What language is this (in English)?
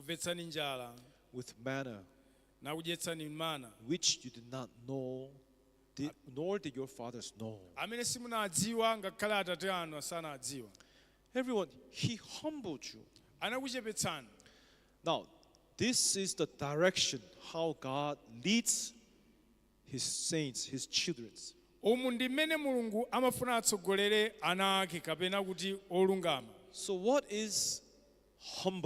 Nyanja